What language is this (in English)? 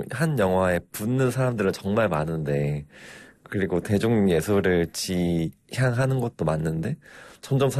Korean